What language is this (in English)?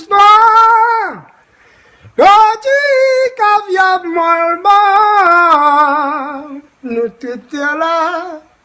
Réunion Creole French